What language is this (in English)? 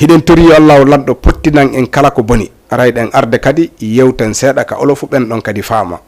Fula